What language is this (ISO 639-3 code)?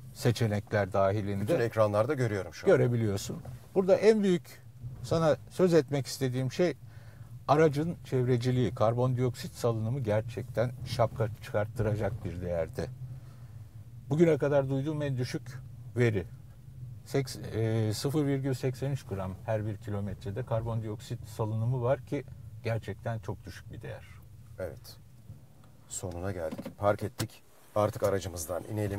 tur